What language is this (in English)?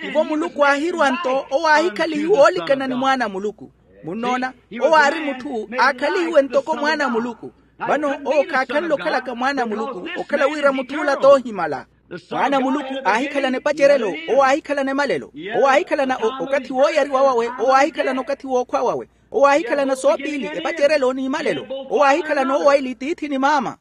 Makhuwa